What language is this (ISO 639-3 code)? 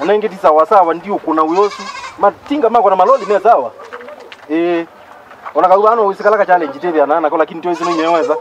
kam